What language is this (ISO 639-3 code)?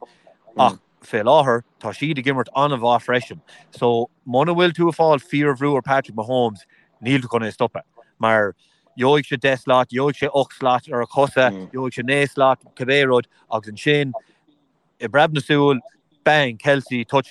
gle